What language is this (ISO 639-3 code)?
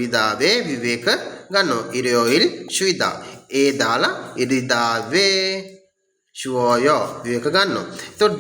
sin